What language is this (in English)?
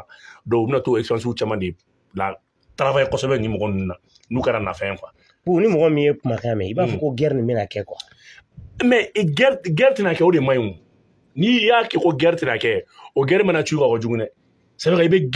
Bambara